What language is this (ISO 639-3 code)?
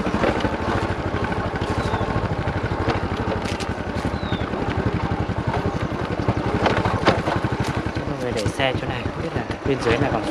vie